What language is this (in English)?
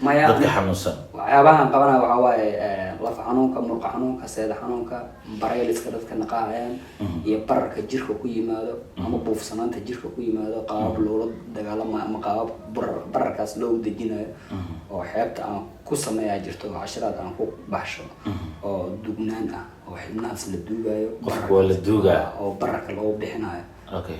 Somali